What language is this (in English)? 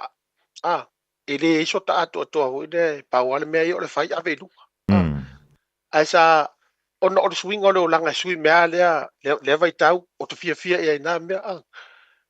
Samoan